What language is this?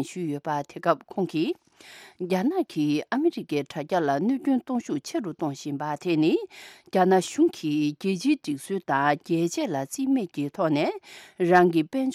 Tibetan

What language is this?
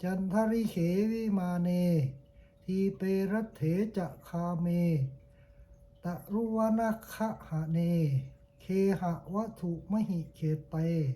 Pali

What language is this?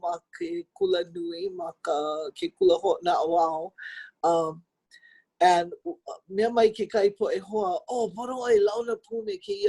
Hawaiian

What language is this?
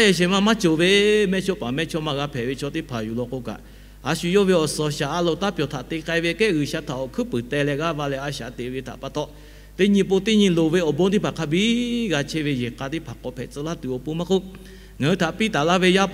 Lahu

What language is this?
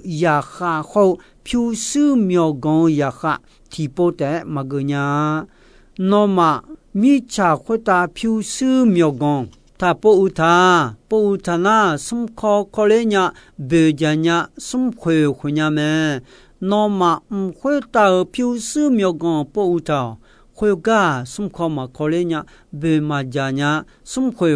Akha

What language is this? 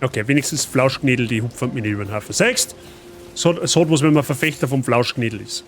Bavarian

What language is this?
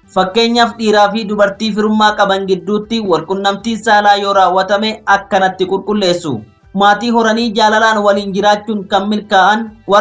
Oromo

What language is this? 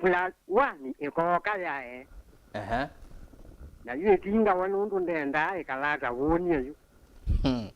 Kamba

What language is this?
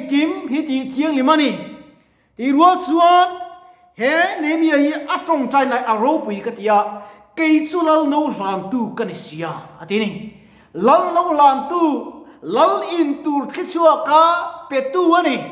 Mizo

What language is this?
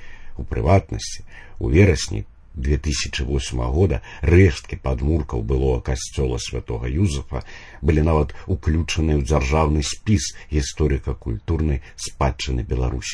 Belarusian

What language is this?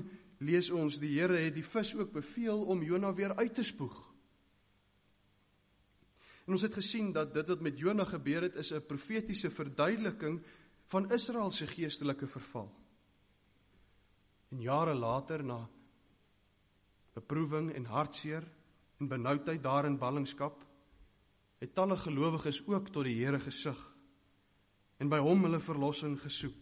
Afrikaans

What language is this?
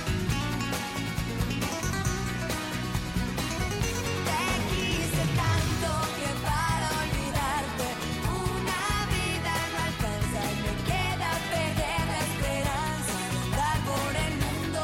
Spanish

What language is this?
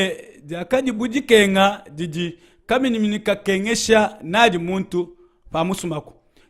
Luba-Lulua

